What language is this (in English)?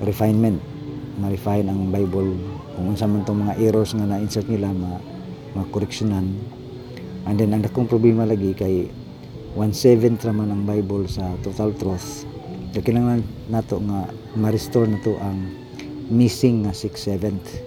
Cebuano